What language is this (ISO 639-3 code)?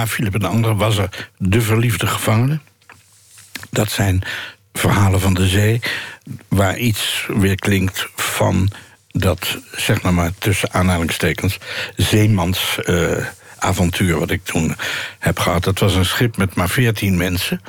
nld